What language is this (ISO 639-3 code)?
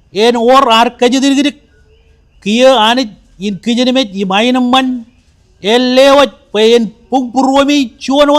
mah